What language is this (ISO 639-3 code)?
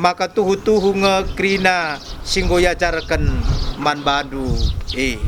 btx